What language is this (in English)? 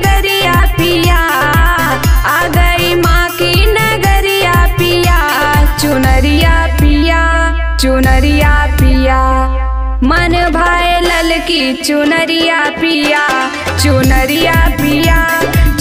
Bhojpuri